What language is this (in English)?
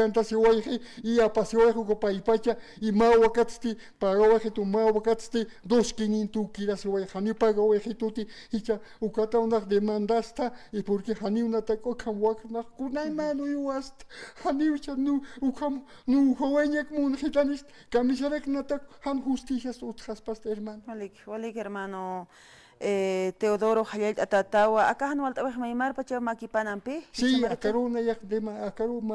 Aymara